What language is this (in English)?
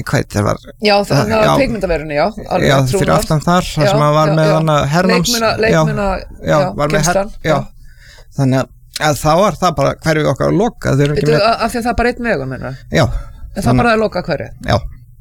Icelandic